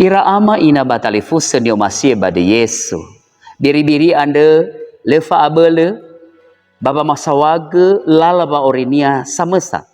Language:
Nias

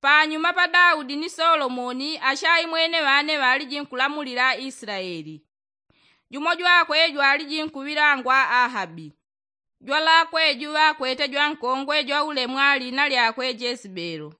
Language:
Yao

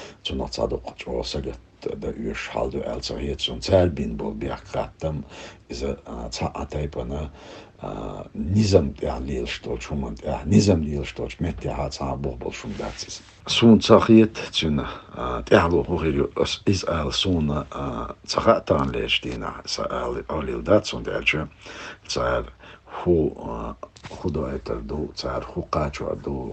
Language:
Chechen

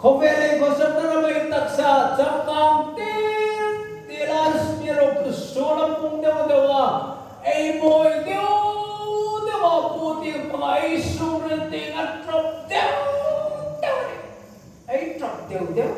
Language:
Hmar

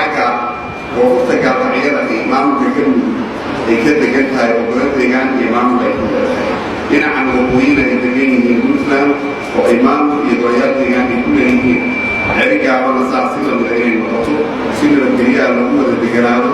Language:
Somali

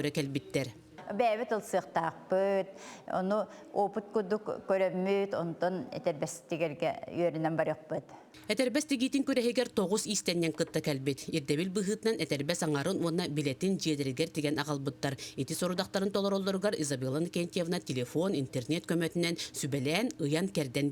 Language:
Yakut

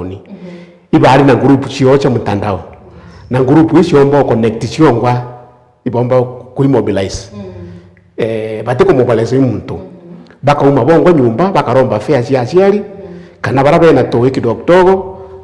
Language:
Meru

